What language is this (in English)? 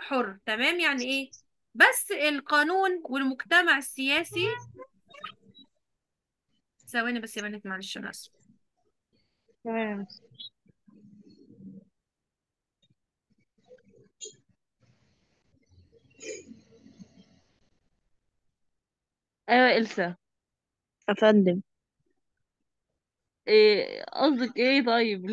Egyptian Arabic